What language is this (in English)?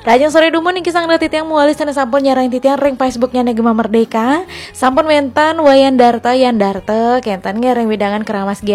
Balinese